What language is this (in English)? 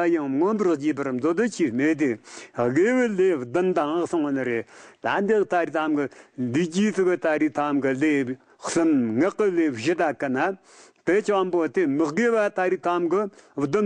Tibetan